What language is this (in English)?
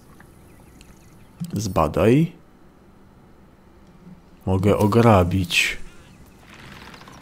Polish